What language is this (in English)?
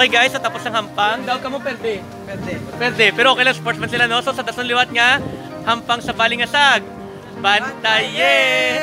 Hiligaynon